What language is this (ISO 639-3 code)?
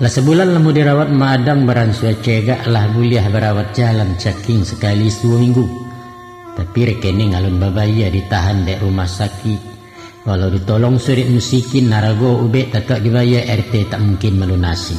min